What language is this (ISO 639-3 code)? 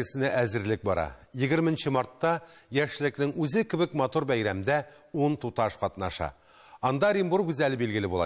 tat